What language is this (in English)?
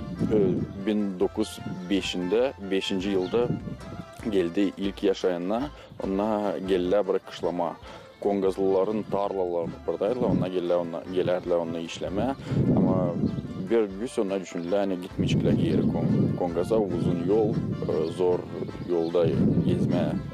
Gagauz